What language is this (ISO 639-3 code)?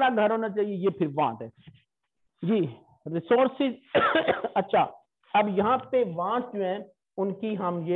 hin